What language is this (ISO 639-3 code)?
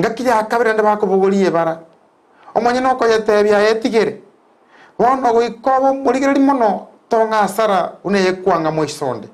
guz